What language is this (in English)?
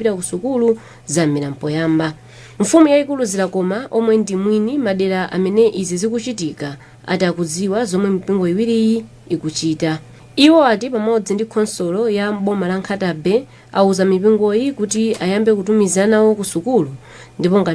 Nyanja